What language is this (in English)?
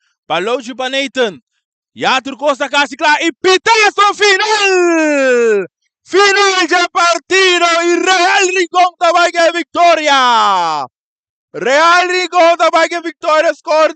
Papiamento